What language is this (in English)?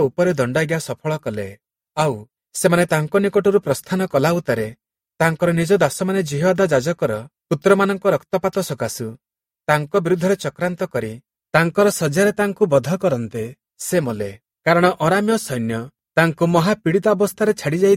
Odia